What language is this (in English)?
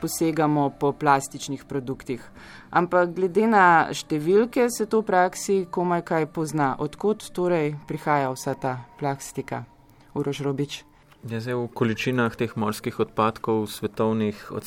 Slovenian